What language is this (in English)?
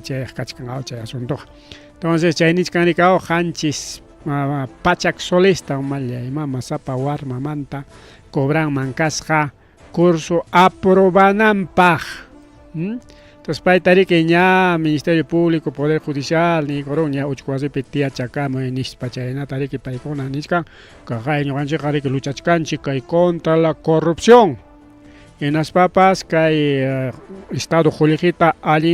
Ayacucho Quechua